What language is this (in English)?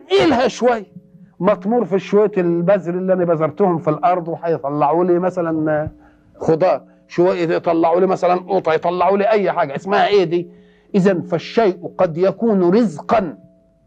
Egyptian Arabic